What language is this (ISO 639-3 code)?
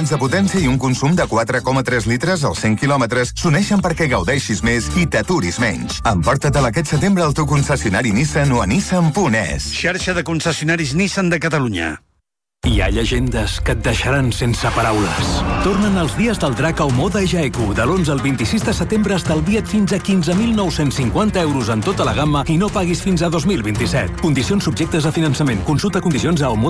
cat